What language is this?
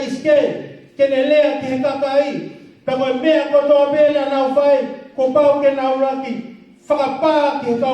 Tongan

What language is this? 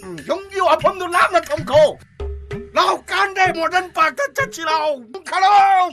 Manipuri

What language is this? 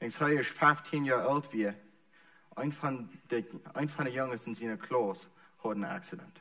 Plautdietsch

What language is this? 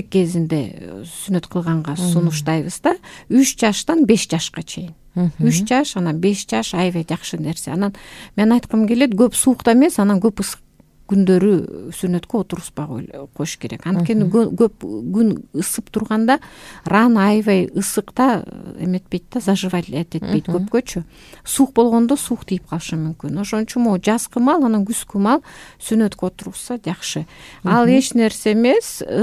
Kyrgyz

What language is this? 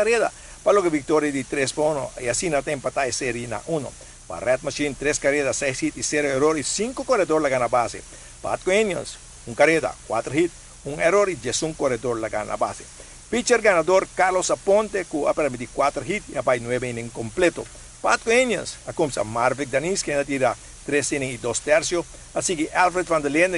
Papiamento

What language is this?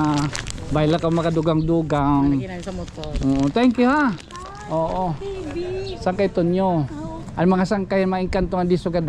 Waray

